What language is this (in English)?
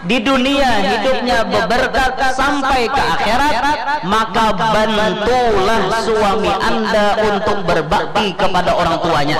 Banjar